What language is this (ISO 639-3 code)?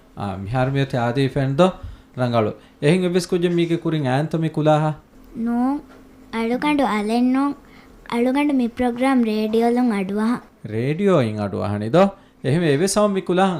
div